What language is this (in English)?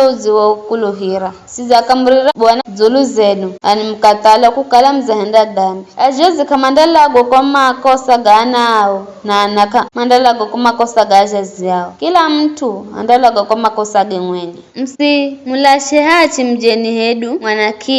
Giryama